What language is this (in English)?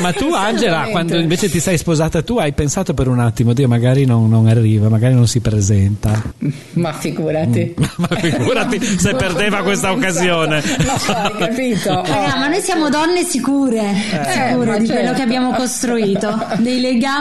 Italian